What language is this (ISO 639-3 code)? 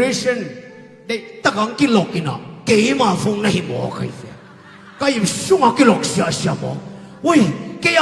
ctd